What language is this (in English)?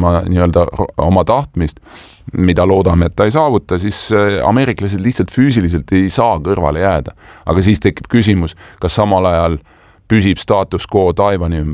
Estonian